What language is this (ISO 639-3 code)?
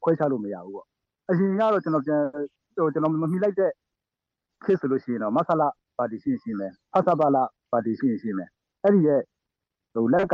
mya